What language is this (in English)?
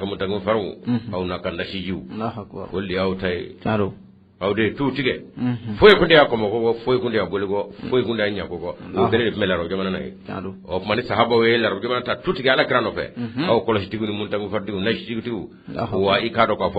Bambara